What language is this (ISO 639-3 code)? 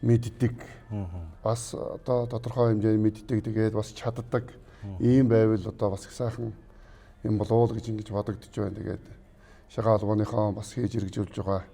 mon